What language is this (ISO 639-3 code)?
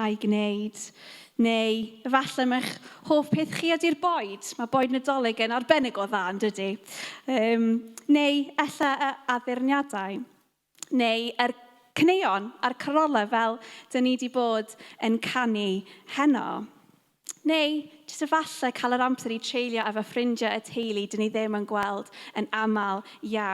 cym